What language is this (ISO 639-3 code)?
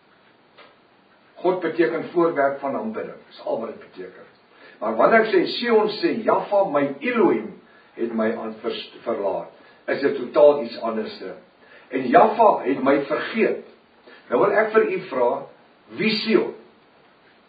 afr